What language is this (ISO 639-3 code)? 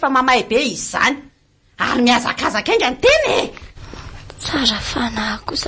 mlg